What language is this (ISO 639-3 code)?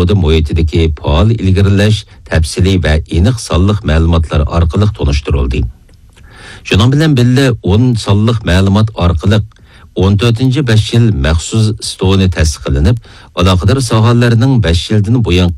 uig